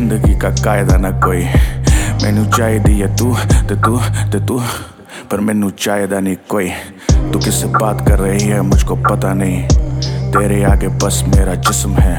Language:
Hindi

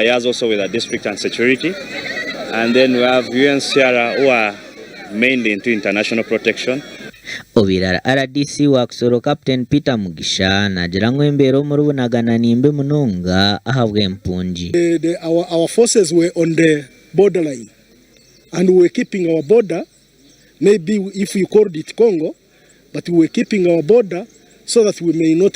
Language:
Nyankole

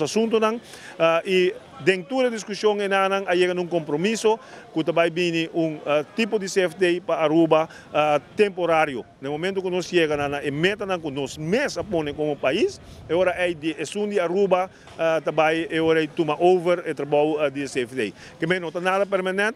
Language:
Papiamento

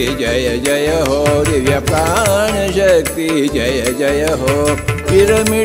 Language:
Kannada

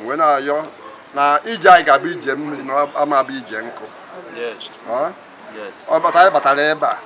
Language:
Igbo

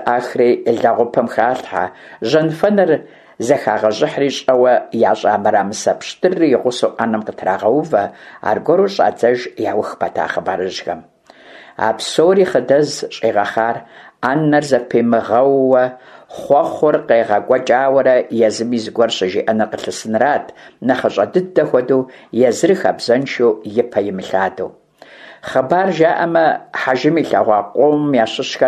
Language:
Kabardian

